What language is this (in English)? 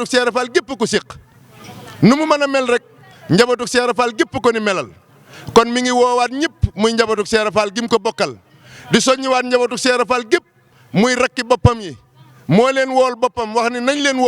Wolof